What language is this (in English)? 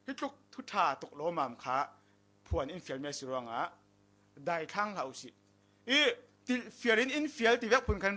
Falam Chin